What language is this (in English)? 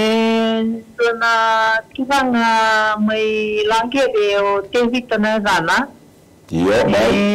Fijian